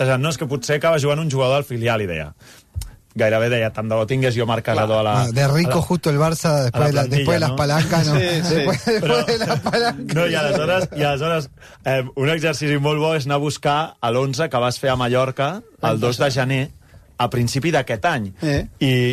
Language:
Catalan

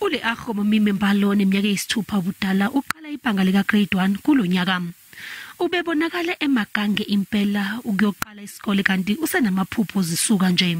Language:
Zulu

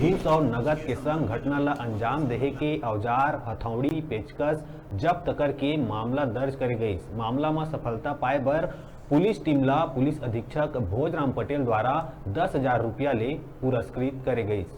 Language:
Chhattisgarhi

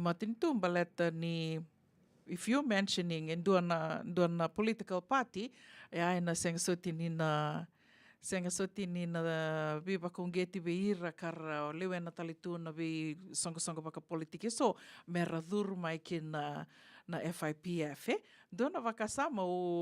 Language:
Fijian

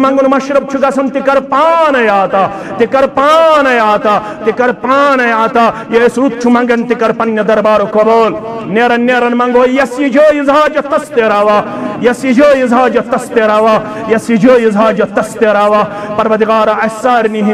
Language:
Kashmiri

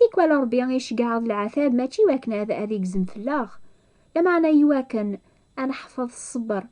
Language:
Kabyle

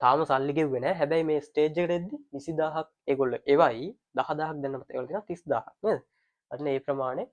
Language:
Sinhala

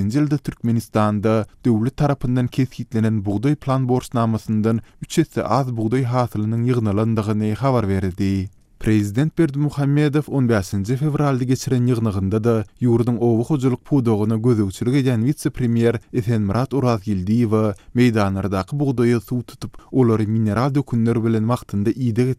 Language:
Turkmen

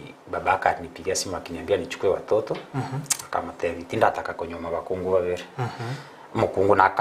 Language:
Gusii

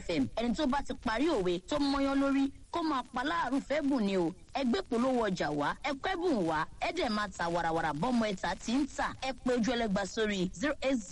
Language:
Yoruba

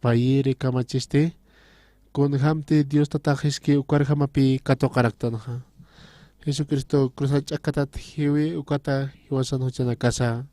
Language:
Aymara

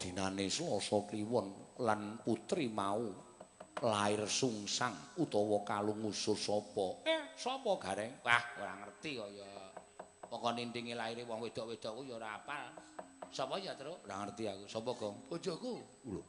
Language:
Javanese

